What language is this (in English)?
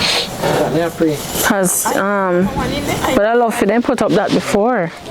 Jamaican Creole English